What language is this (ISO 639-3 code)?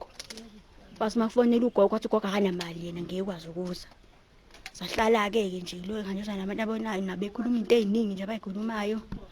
zul